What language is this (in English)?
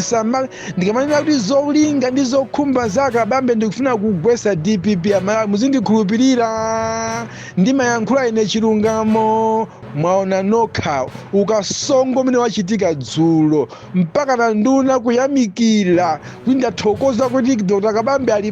Nyanja